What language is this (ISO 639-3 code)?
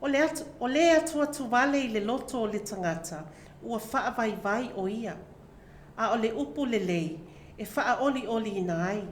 smo